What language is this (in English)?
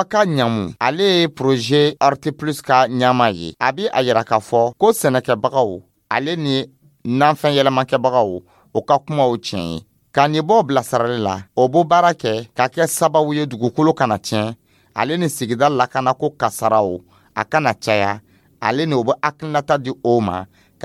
Dyula